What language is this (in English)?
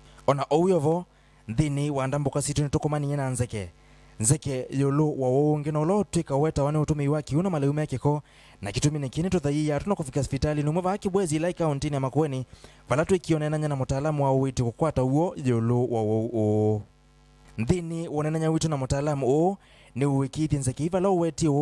Kamba